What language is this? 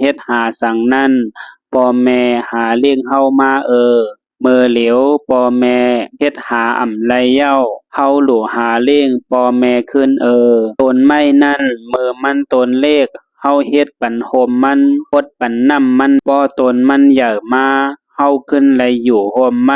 Shan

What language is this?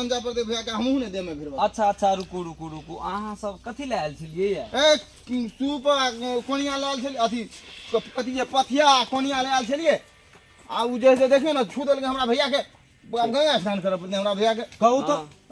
Maithili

